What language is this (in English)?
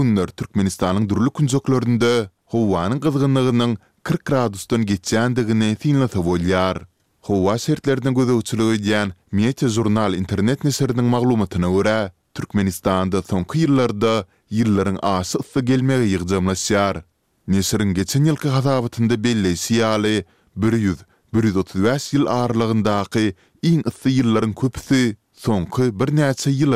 Turkmen